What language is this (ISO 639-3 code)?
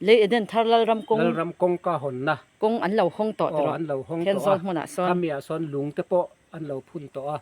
lus